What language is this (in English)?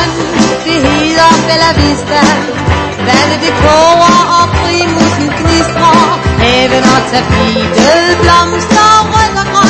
Danish